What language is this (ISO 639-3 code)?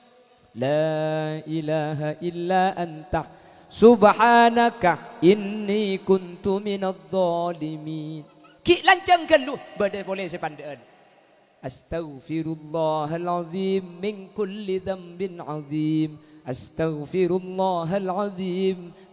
mad